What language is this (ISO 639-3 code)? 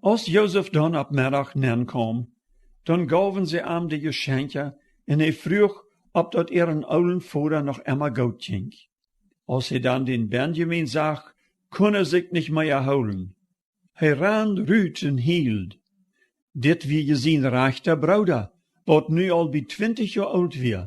pdt